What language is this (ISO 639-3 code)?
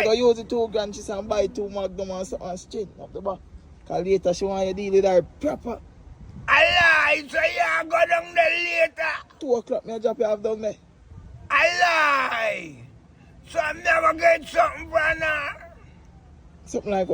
jam